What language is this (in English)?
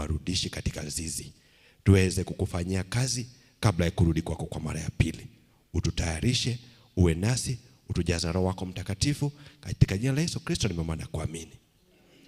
Swahili